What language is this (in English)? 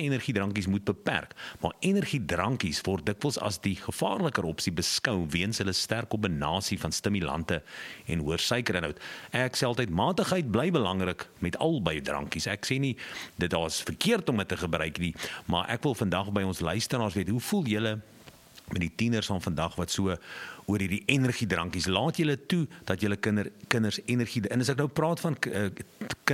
Afrikaans